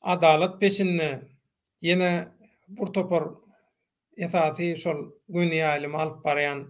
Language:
Turkmen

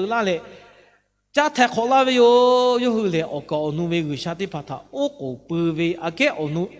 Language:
Lahu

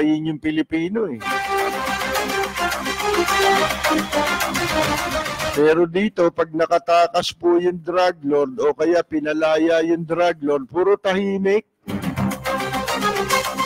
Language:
Filipino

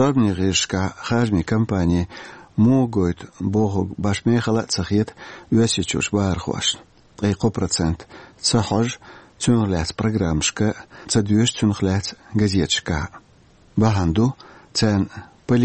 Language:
Chechen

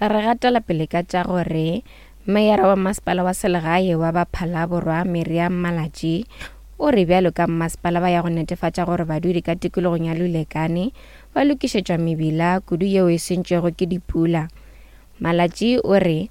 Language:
Northern Sotho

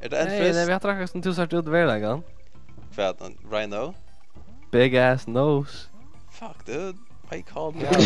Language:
Faroese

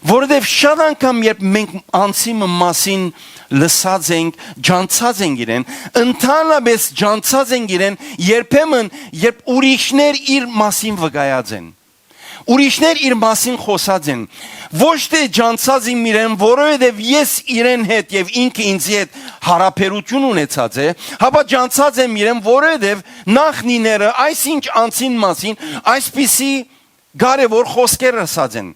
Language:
Western Armenian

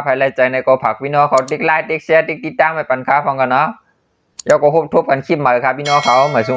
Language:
Shan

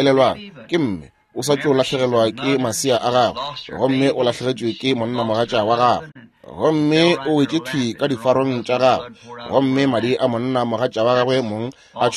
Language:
Northern Sotho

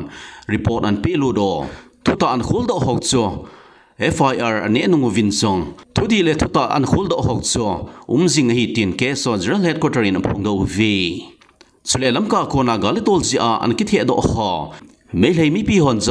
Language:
Thado Chin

